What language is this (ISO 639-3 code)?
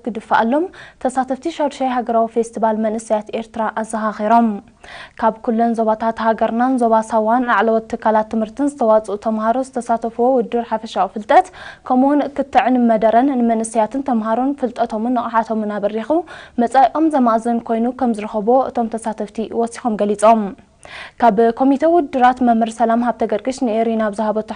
tir